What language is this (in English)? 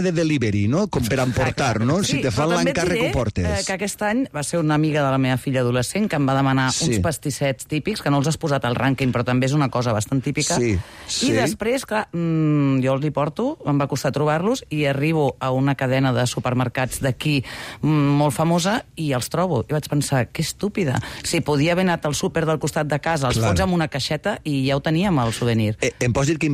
Catalan